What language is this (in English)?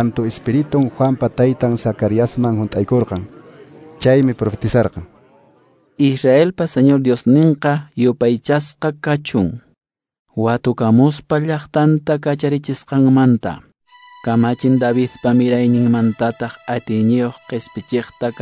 Quechua